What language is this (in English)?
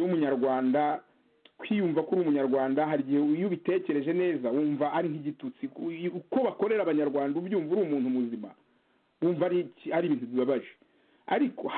Kinyarwanda